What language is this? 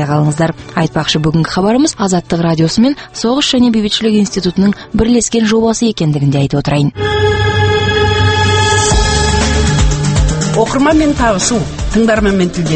Kazakh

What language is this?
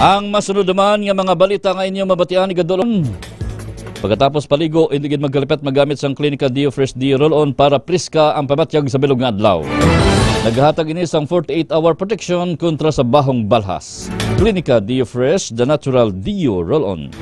Hiligaynon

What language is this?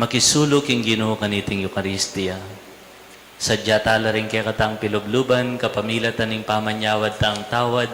Pampanga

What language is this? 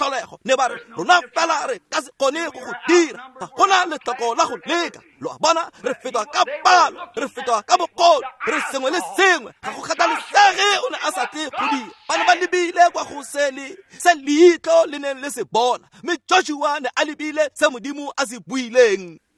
Tswana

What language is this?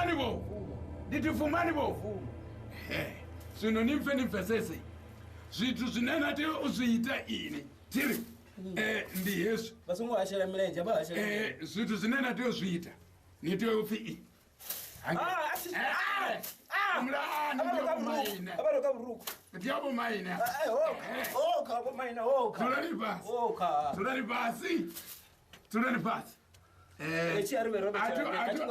Venda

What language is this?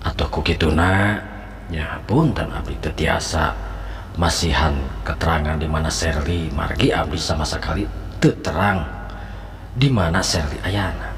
Sundanese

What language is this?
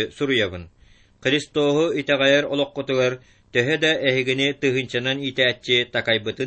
Yakut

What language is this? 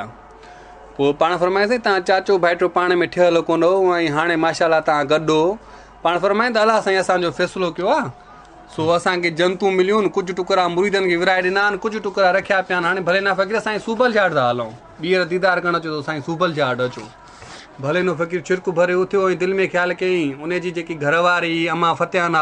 Sindhi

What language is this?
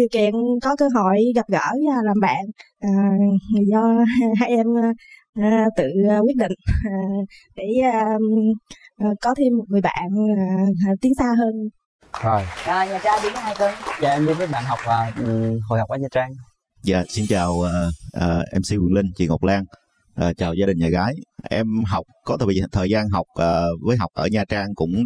Vietnamese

